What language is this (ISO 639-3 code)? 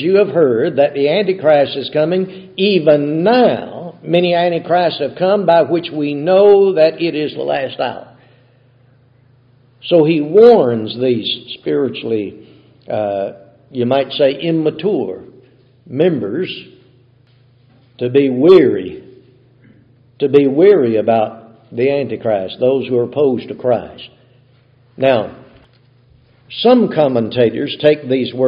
eng